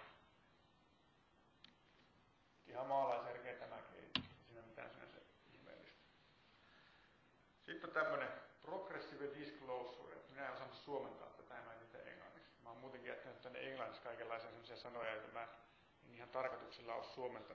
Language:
Finnish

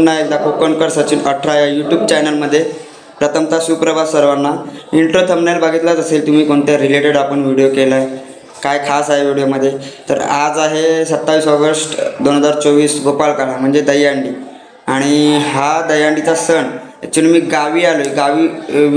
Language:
Marathi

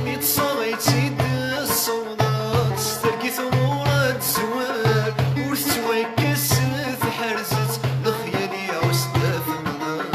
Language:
Kabyle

